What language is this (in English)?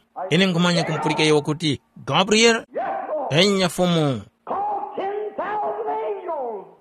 Tumbuka